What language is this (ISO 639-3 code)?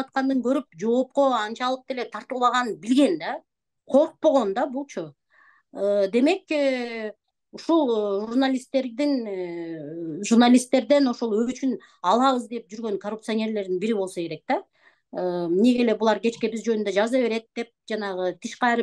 kir